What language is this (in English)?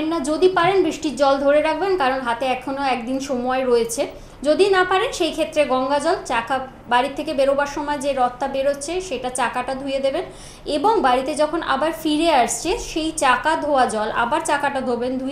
Bangla